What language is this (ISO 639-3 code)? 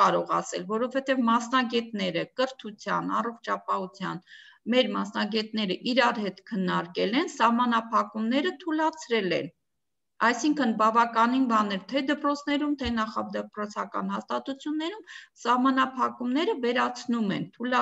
hye